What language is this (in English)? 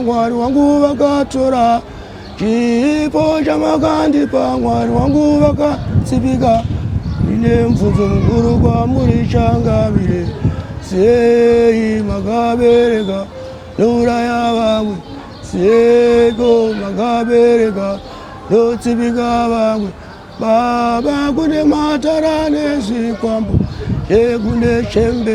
Shona